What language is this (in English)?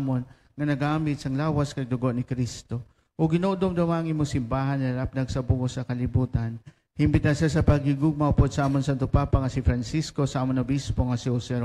Hiligaynon